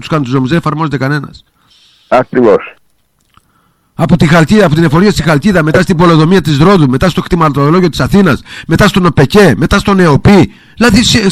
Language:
Greek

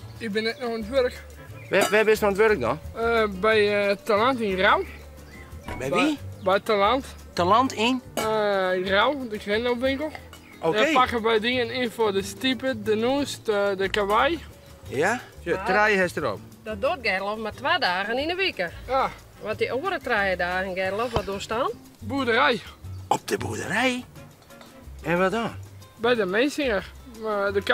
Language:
Western Frisian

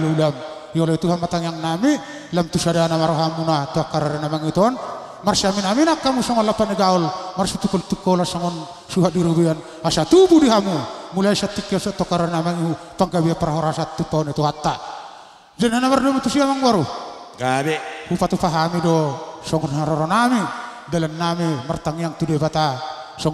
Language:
Batak Toba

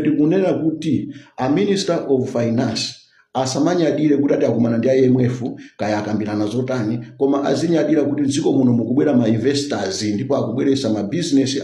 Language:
Nyanja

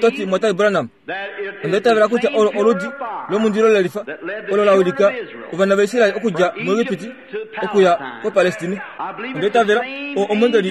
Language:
Kuanyama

